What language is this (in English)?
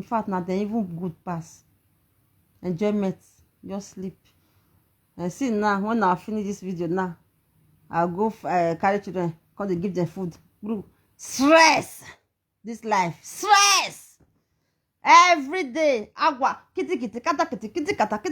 Nigerian Pidgin